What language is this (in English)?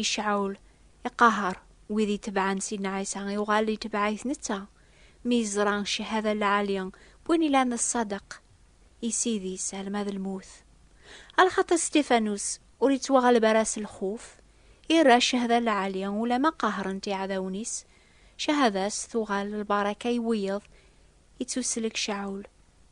Kabyle